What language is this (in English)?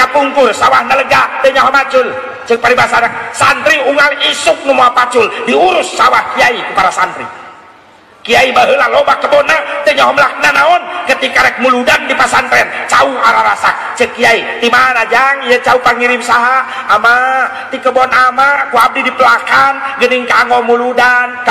Sundanese